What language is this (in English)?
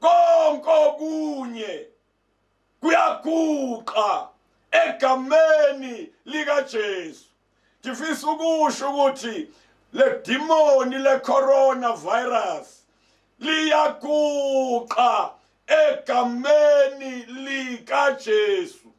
Zulu